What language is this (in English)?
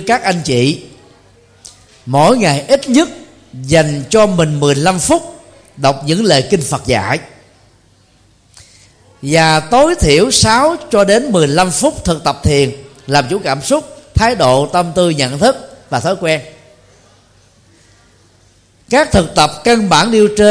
Vietnamese